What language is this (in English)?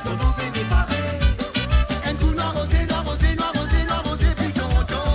Morisyen